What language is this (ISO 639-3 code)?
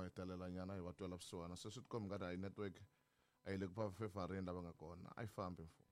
tso